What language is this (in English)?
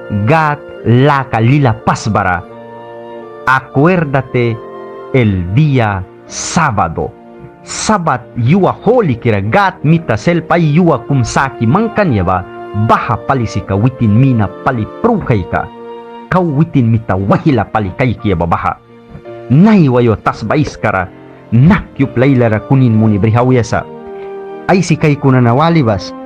Mískito